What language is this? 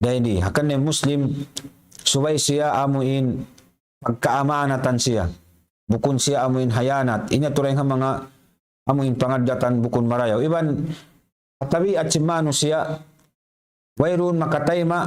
Tausug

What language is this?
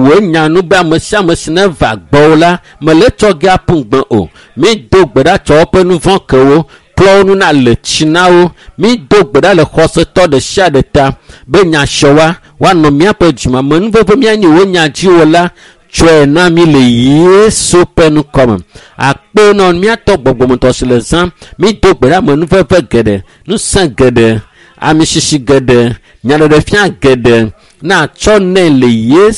Ewe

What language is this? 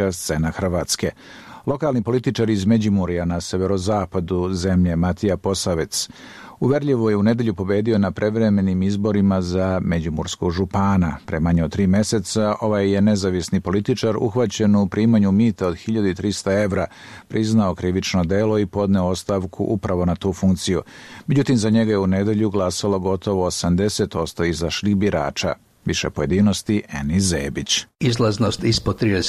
Serbian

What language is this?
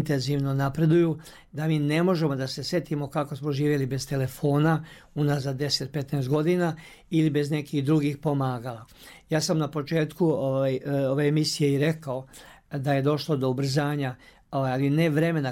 Serbian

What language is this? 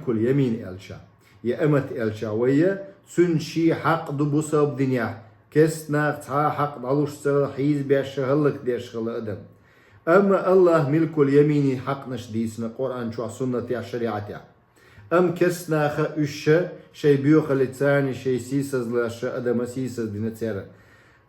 Chechen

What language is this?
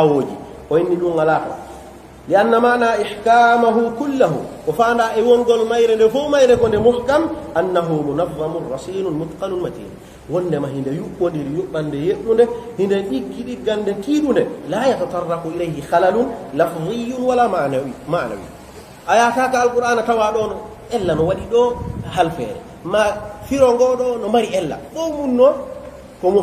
Pular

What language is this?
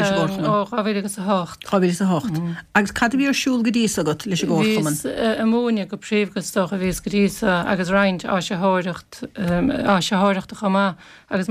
Irish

